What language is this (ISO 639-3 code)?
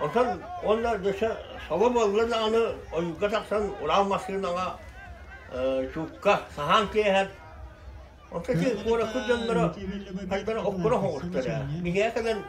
sah